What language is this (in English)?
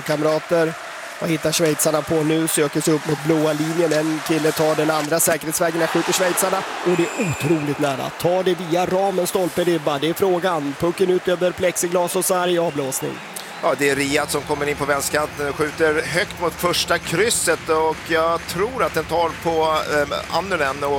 Swedish